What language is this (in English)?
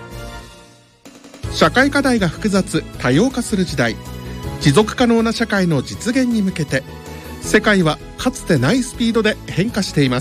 Japanese